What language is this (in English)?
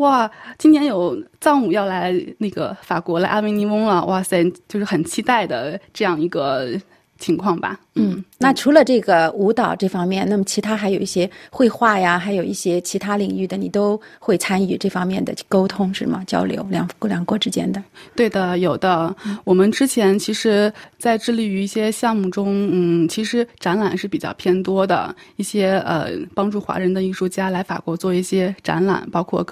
Chinese